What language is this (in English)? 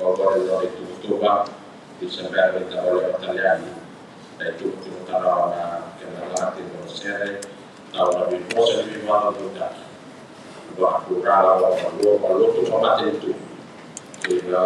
Fijian